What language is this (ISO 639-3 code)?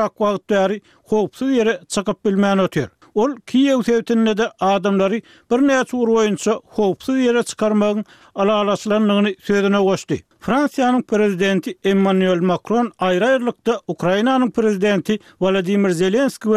tuk